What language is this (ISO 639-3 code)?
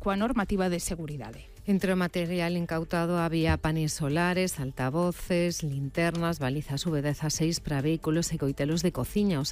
glg